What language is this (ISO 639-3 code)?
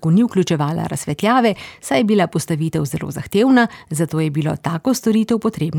slv